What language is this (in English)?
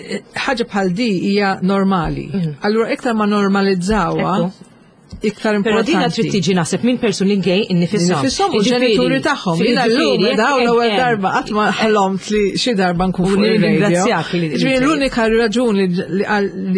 Maltese